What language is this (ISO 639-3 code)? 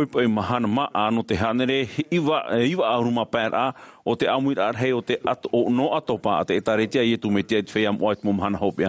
tah